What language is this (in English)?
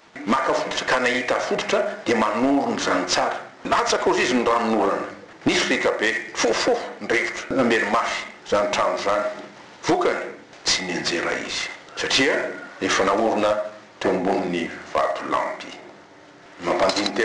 Malagasy